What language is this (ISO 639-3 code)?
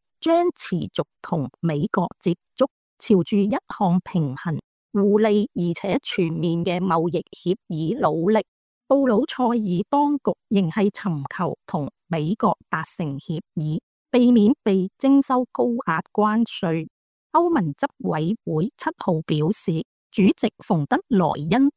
yue